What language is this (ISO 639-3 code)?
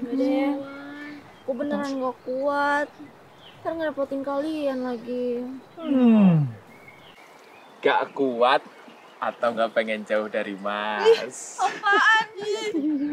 ind